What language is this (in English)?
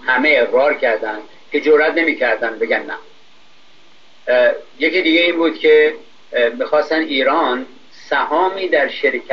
Persian